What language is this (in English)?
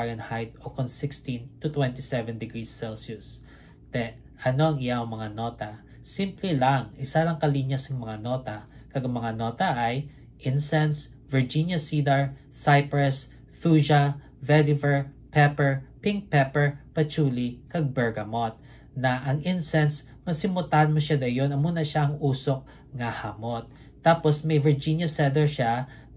Hiligaynon